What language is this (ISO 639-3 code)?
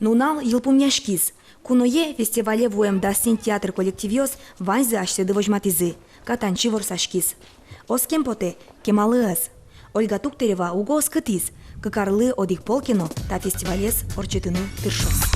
udm